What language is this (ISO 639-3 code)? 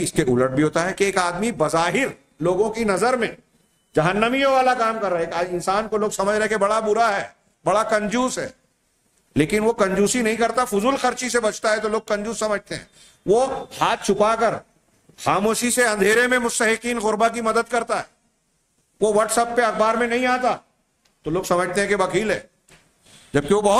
urd